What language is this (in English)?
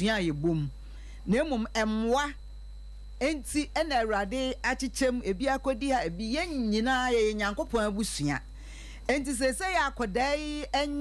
Akan